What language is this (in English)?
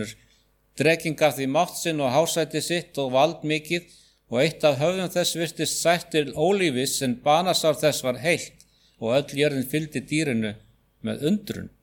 Icelandic